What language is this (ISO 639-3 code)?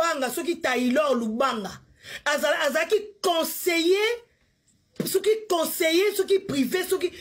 lin